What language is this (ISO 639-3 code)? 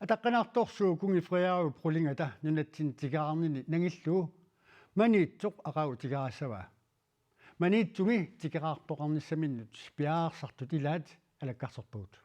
kal